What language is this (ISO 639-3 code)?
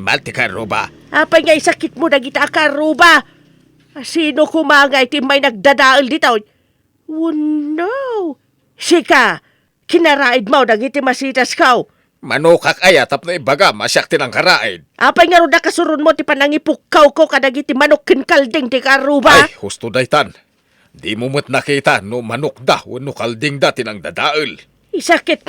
ilo